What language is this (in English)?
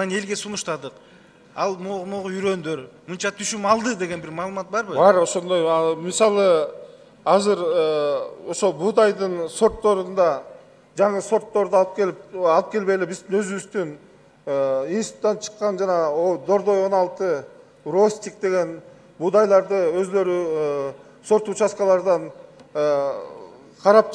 Kyrgyz